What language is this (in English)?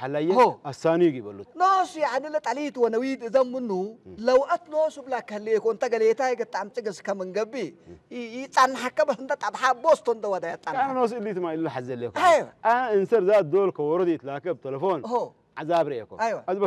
Tigrinya